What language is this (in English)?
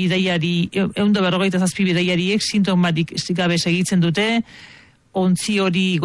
Basque